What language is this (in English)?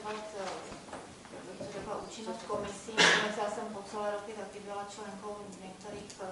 Czech